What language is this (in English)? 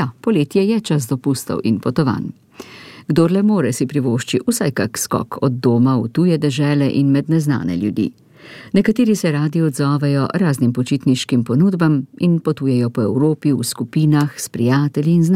Slovenian